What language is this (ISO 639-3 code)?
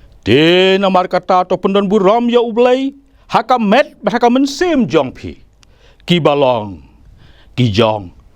kha